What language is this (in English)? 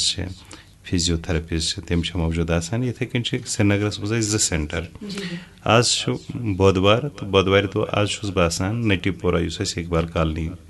Kashmiri